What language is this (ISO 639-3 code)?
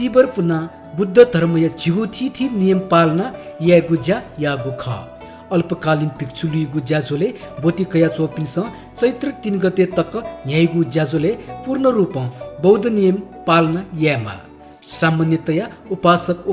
new